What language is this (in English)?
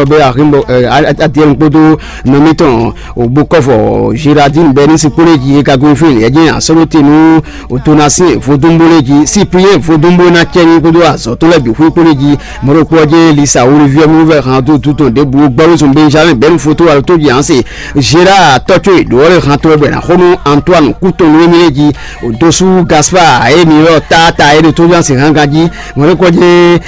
Fon